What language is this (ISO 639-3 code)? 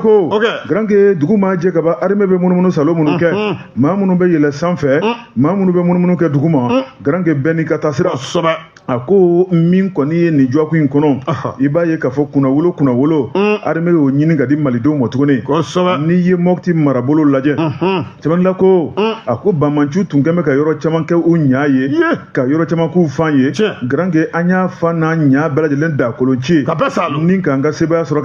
bam